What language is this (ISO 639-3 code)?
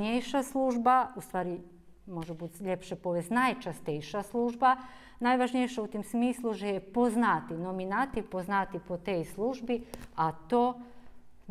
rue